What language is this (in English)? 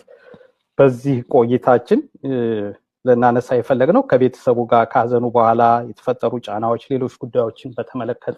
Amharic